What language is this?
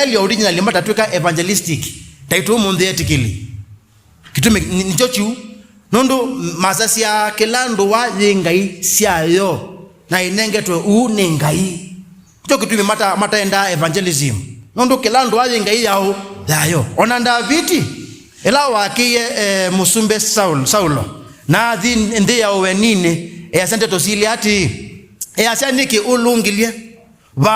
Kamba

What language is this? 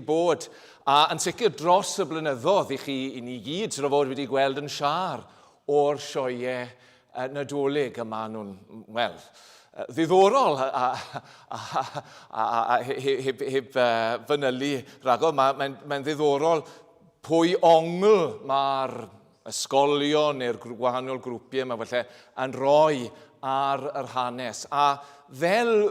Welsh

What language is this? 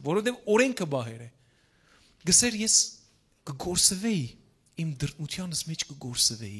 Western Armenian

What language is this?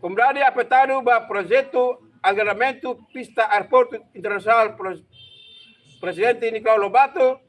Tetum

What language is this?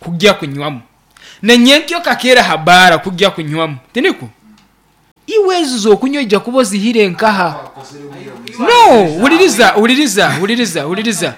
Nyankole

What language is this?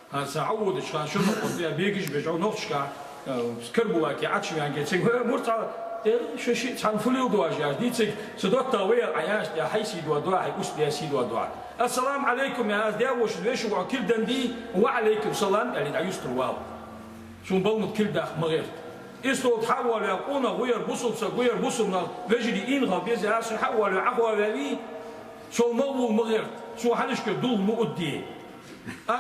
Ingush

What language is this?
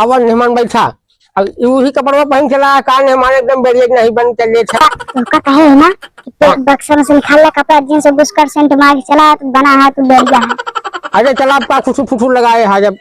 Awadhi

